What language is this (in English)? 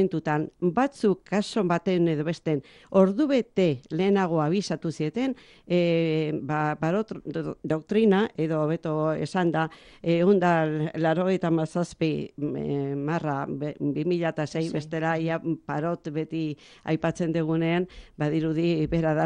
Basque